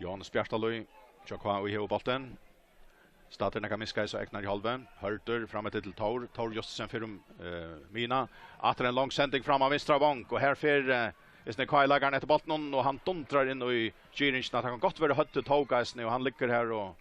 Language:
Faroese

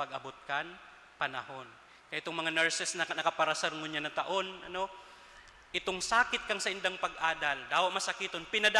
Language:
Bikol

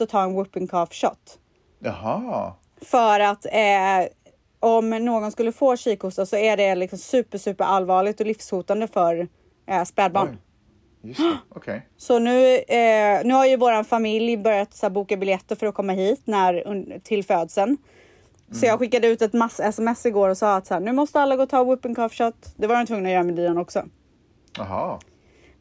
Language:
Swedish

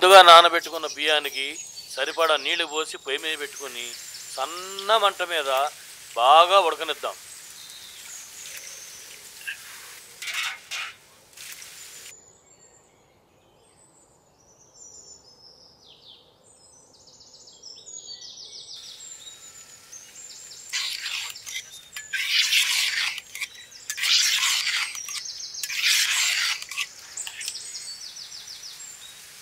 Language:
Telugu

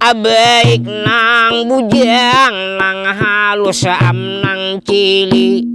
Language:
Banjar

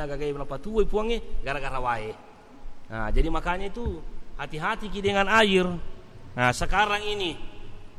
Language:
Buginese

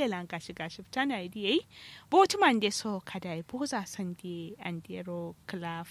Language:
Kanuri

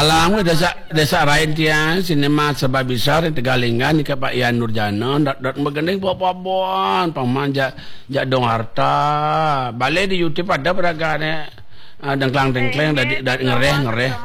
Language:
Balinese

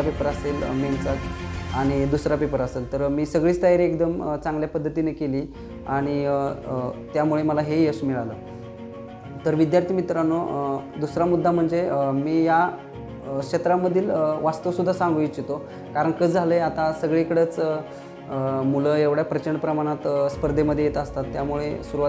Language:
Marathi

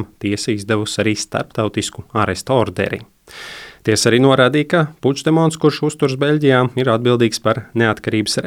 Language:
Latvian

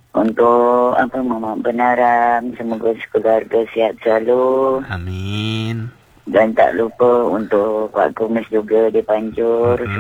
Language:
Malay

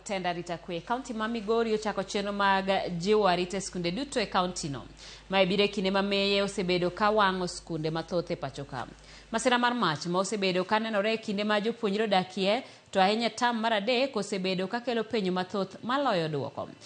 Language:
Luo (Kenya and Tanzania)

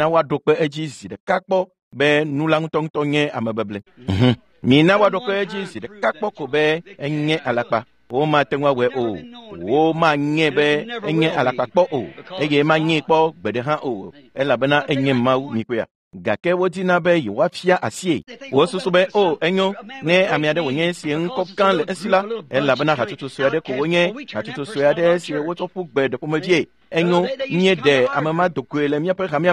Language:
Ewe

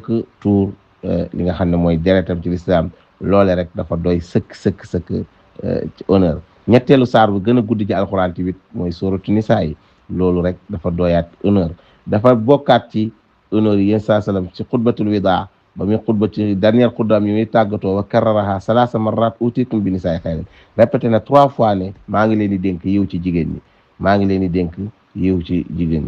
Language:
Wolof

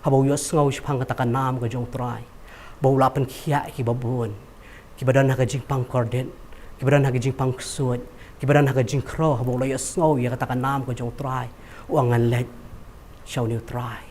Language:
Khasi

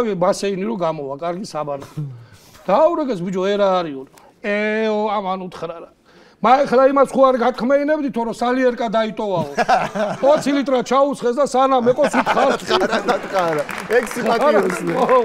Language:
Georgian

